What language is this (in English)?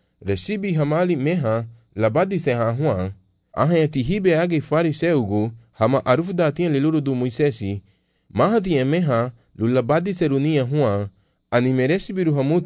Garifuna